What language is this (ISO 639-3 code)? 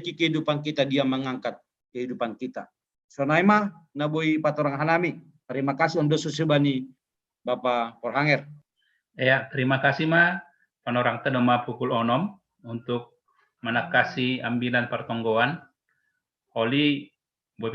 bts